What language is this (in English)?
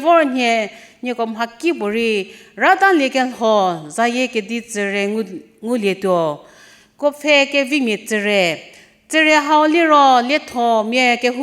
Angami Naga